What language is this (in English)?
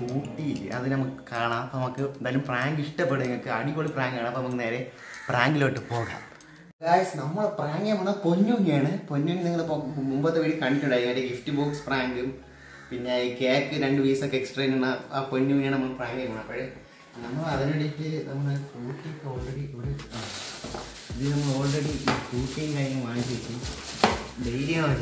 Malayalam